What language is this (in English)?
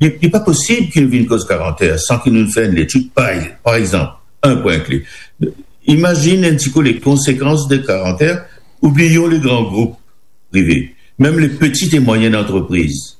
Morisyen